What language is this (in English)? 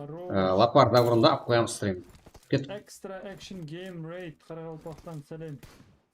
Kara-Kalpak